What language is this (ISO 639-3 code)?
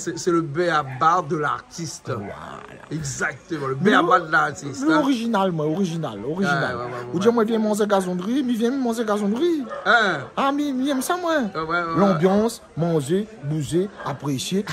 rcf